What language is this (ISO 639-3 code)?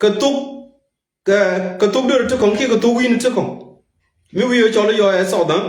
nus